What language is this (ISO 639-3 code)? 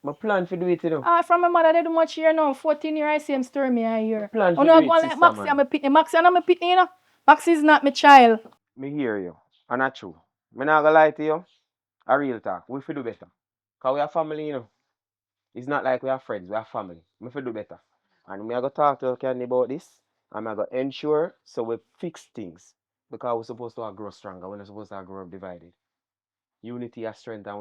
jam